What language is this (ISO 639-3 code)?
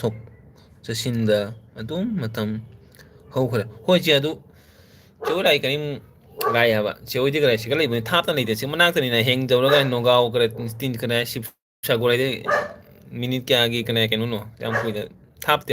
mni